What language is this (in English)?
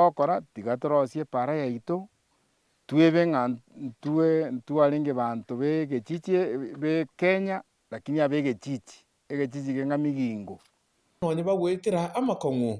Gusii